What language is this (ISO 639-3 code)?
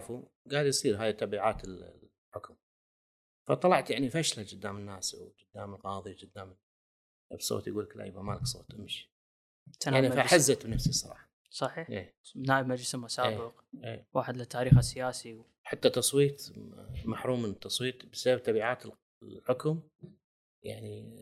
afb